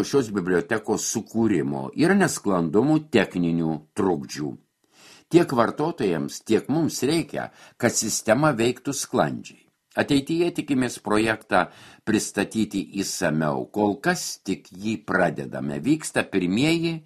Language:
Lithuanian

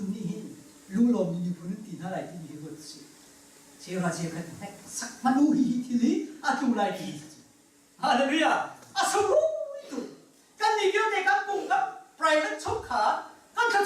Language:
Hakha Chin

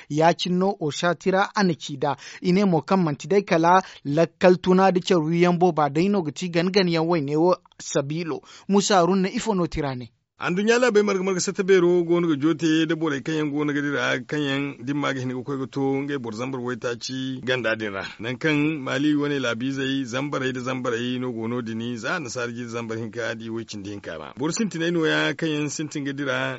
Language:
Zarma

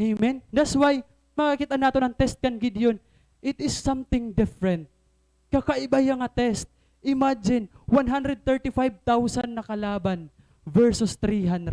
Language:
Waray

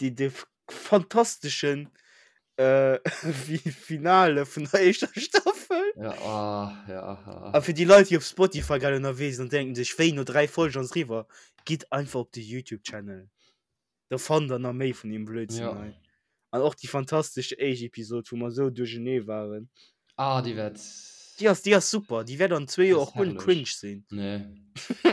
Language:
Luxembourgish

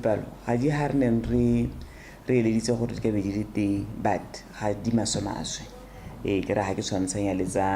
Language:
Tswana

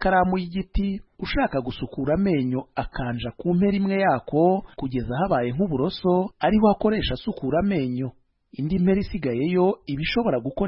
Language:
Kinyarwanda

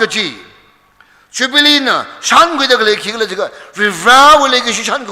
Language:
Tangkhul Naga (India)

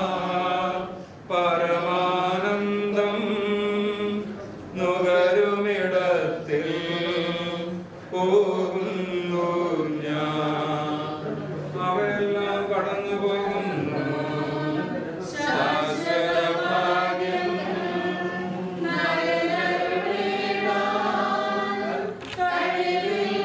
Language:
Malayalam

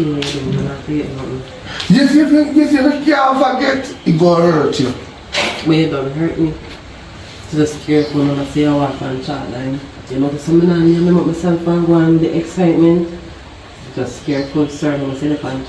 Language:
Jamaican Creole English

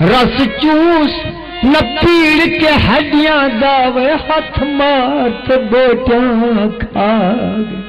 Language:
Saraiki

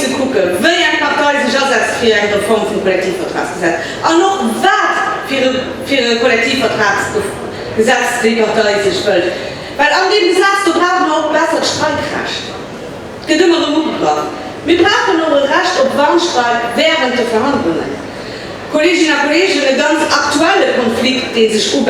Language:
Luxembourgish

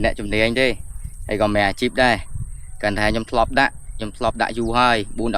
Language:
Khmer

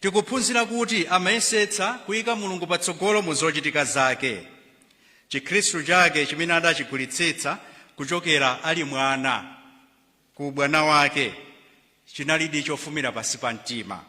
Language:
Nyanja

